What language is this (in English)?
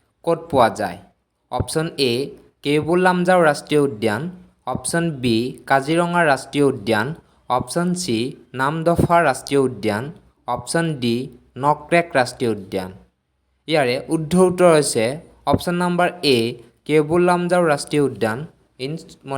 Assamese